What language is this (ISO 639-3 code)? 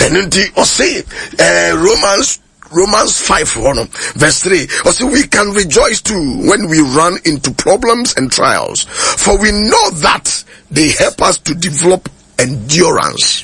aka